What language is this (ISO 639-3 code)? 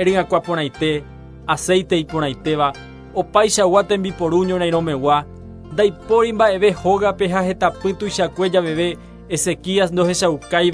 grn